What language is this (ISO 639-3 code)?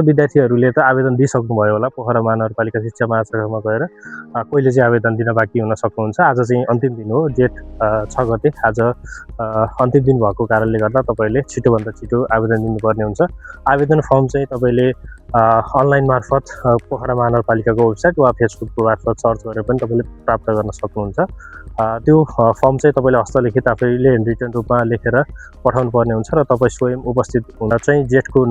nep